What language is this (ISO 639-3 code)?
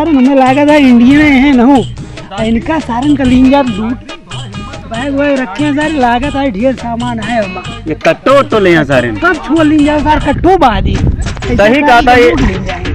awa